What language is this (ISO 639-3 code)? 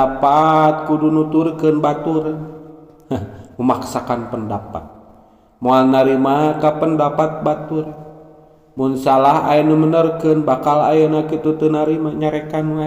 sun